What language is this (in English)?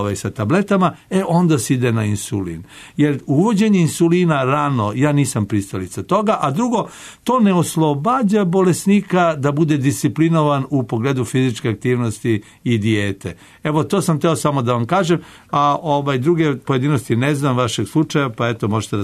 Serbian